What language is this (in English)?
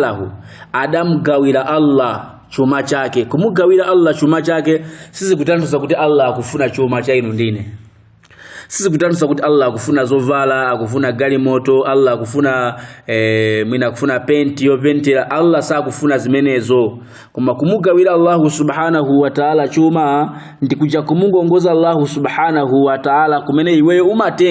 Nyanja